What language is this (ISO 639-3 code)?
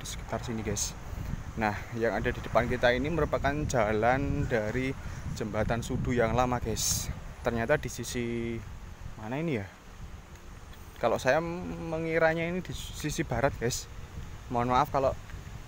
ind